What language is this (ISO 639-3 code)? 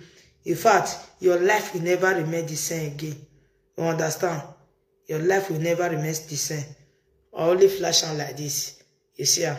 pcm